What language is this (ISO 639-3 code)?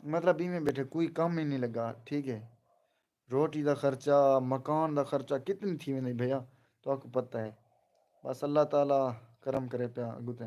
skr